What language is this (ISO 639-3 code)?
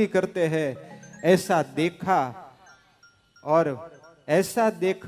guj